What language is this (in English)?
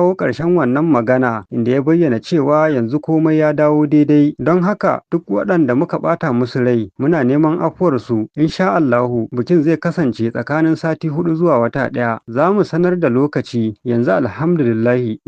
Hausa